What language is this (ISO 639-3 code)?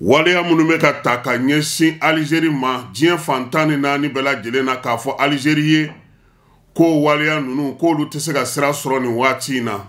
bam